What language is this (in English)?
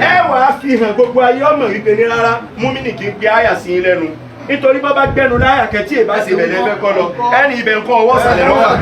Yoruba